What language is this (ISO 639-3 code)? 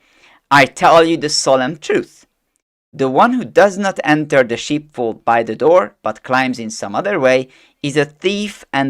eng